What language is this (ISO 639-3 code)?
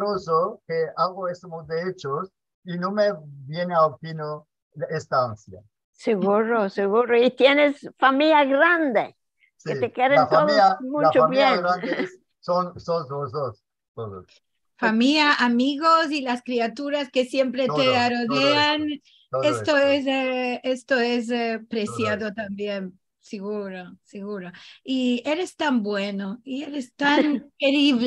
lad